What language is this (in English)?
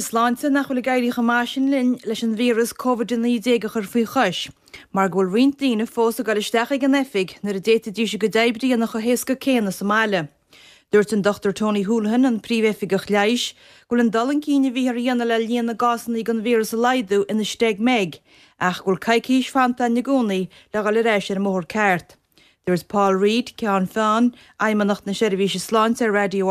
Irish